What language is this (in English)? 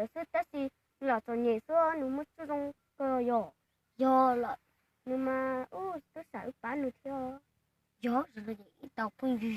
Hmong